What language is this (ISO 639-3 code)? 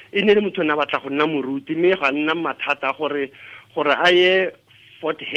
tsn